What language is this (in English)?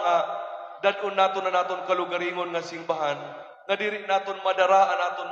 Waray